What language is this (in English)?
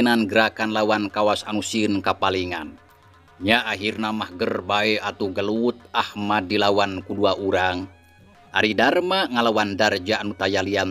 Sundanese